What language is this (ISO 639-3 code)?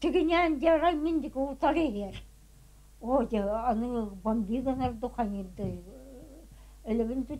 sah